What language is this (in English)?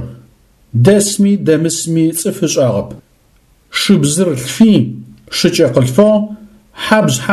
Adyghe